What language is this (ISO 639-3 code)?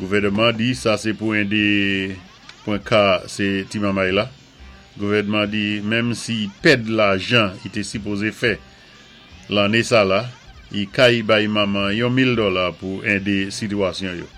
acf